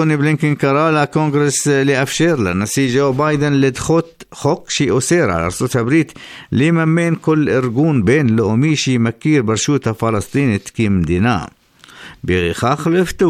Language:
Hebrew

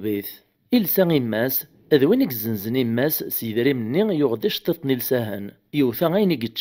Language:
Kabyle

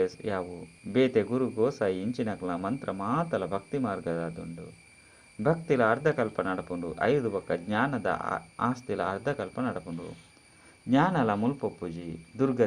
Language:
Tulu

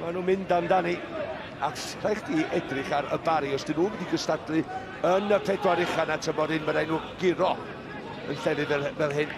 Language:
Welsh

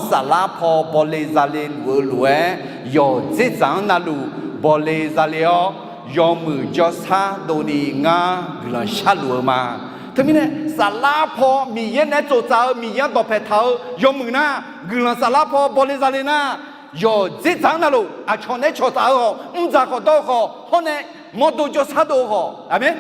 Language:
Akha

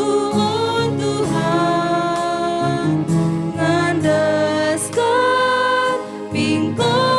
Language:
Batak Karo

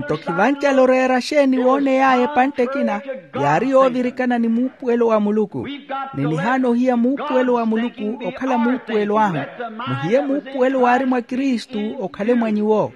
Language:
Makhuwa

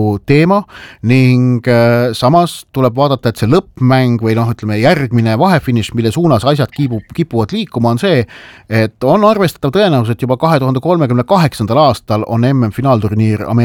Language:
Estonian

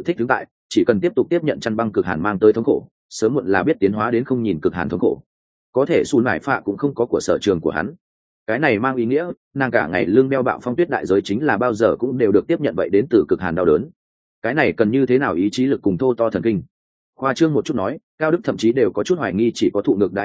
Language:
Vietnamese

